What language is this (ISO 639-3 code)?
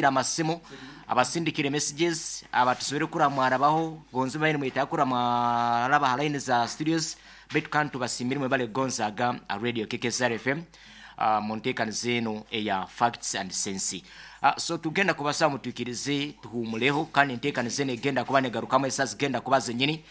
nyn